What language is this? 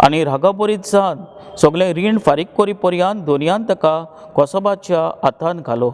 Konkani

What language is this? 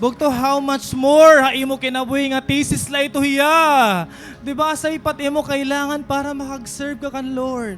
Waray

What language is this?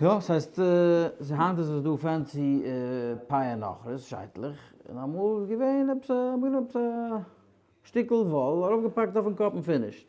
Yiddish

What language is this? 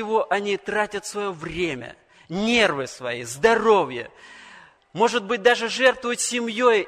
Russian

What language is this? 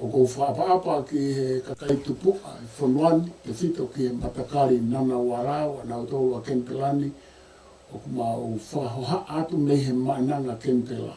Tongan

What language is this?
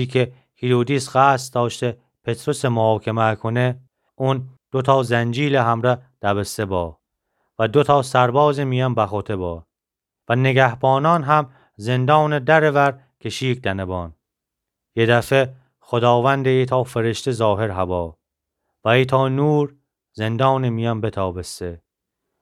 Gilaki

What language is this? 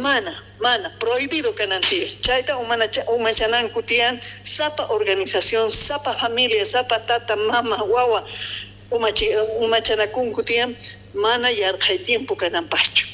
South Bolivian Quechua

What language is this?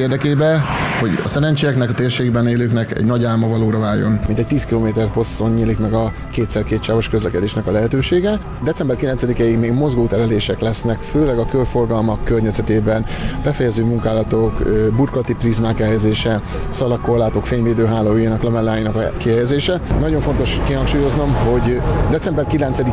Hungarian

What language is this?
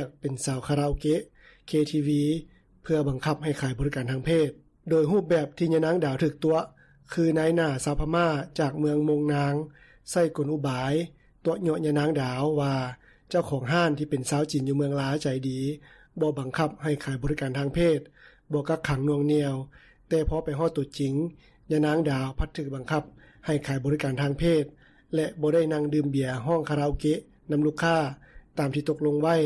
Lao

